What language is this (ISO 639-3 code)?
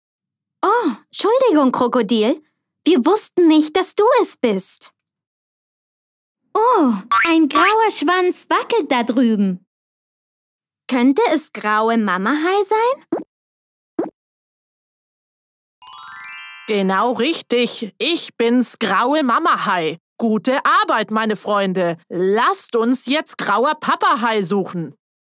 deu